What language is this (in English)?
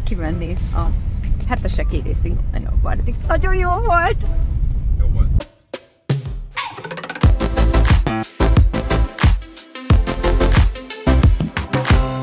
Hungarian